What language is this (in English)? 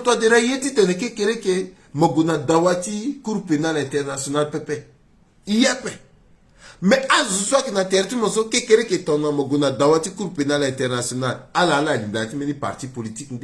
Sango